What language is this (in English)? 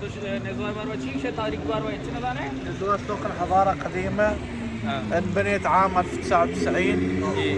Baluchi